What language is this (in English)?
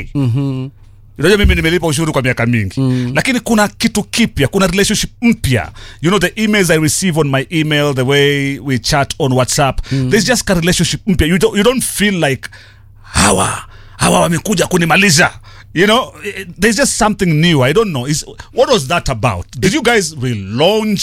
Swahili